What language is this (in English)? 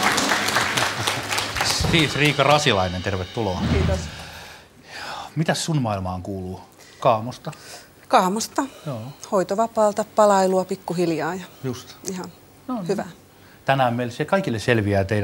Finnish